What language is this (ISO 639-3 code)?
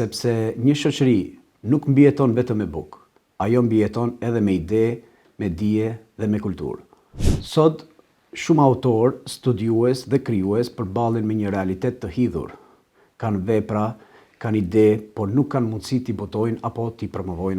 sqi